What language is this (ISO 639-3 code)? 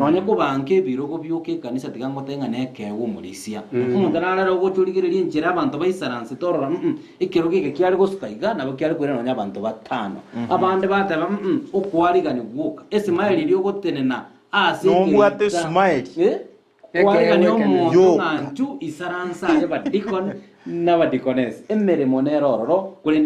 guz